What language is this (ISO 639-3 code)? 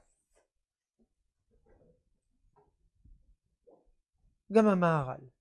heb